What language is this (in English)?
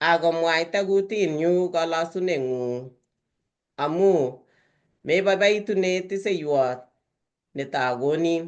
Kalenjin